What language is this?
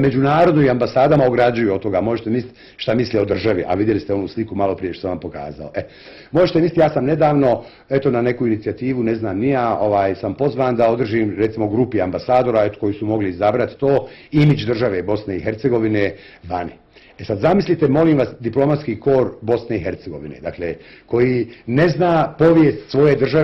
Bosnian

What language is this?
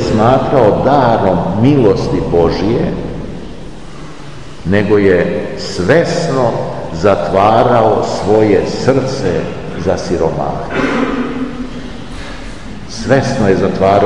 Serbian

